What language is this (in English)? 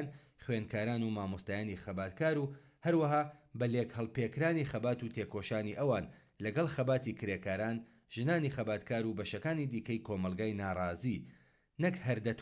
Central Kurdish